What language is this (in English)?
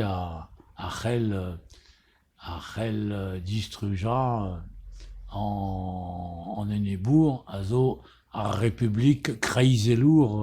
Breton